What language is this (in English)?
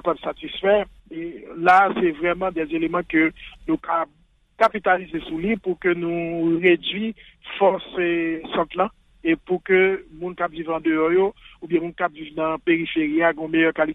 Haitian Creole